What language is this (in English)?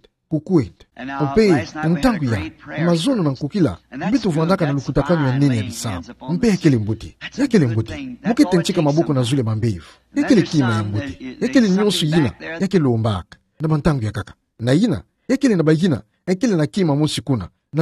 Kituba (Democratic Republic of Congo)